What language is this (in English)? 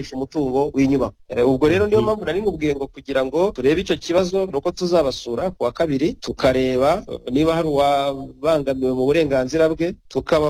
Kinyarwanda